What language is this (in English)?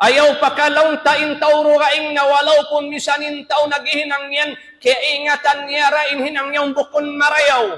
Tausug